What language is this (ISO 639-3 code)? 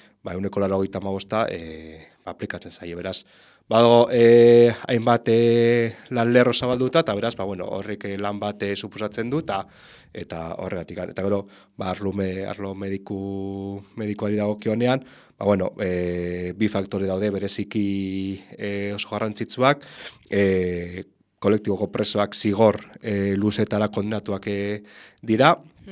eus